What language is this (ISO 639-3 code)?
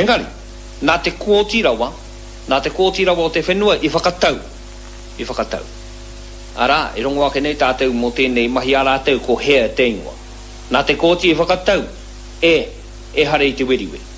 mri